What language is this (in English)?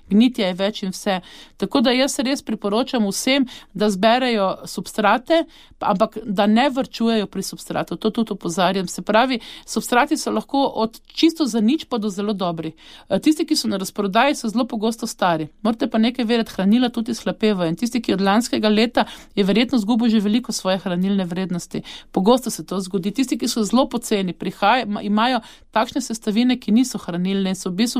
Slovenian